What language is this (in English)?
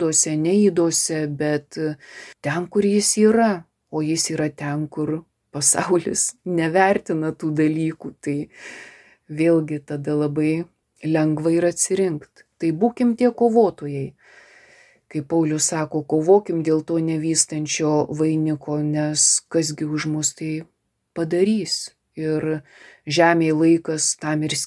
Lithuanian